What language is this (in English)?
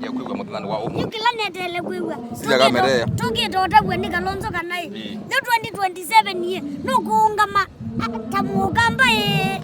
Kamba